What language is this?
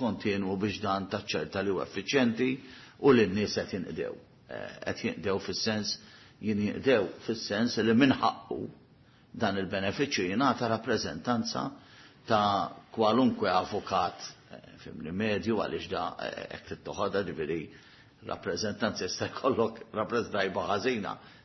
Maltese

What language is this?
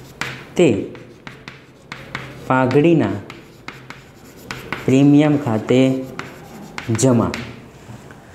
Gujarati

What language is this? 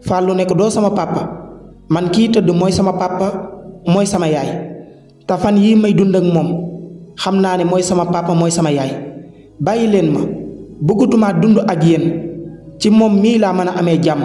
Wolof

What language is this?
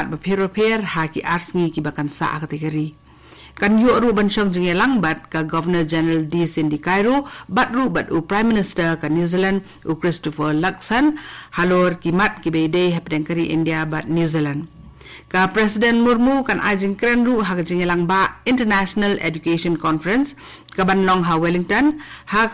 Khasi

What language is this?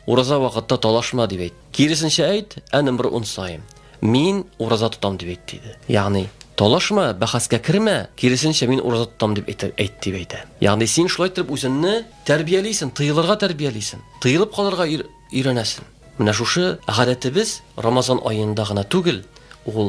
Tatar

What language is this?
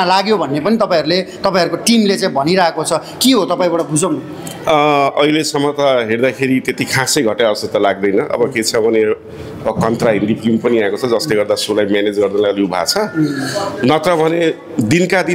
Nepali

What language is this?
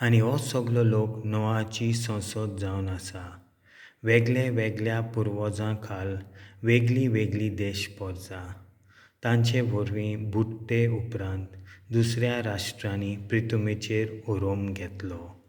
Konkani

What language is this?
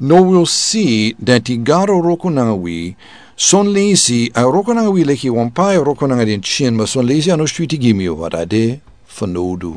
Sranan Tongo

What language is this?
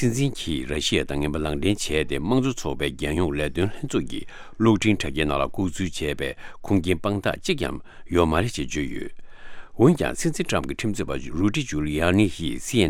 Tibetan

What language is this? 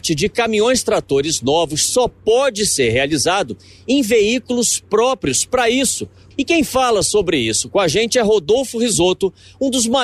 Portuguese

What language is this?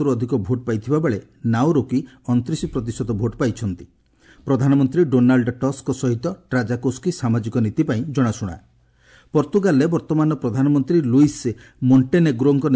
Odia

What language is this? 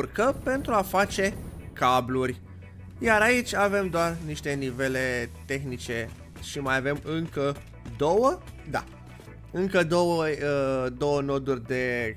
Romanian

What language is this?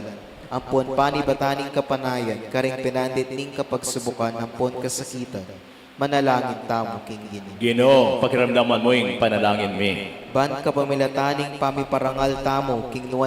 Pampanga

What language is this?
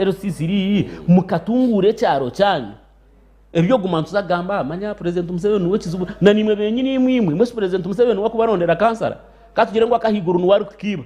Nyankole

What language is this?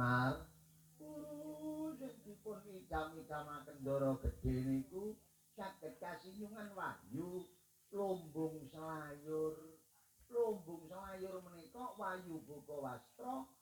Javanese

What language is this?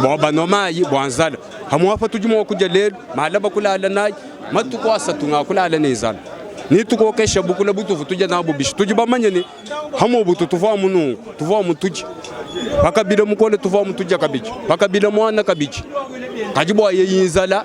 Luba-Lulua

